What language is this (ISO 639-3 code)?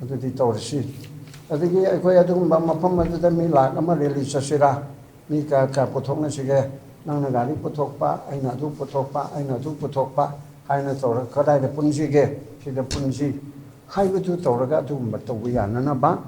mni